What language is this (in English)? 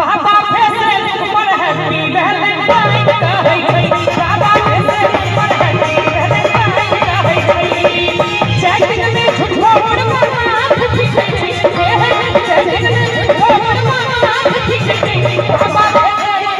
Maithili